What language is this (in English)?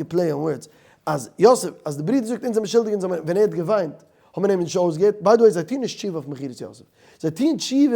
Yiddish